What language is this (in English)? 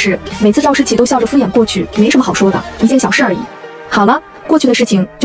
Chinese